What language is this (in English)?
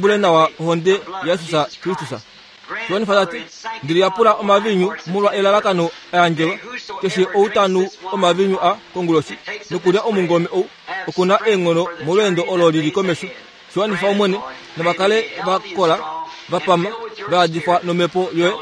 Kuanyama